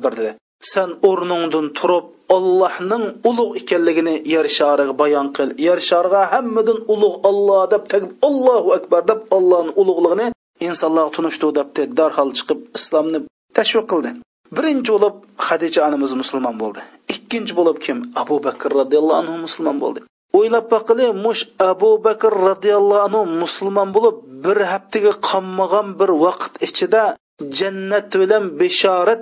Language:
Uyghur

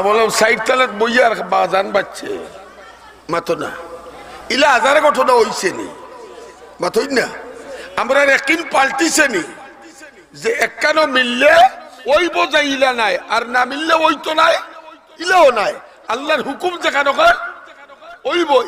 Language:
Sylheti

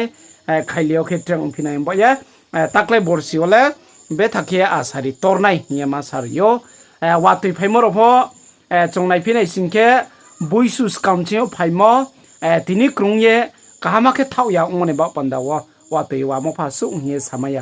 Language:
Riang (India)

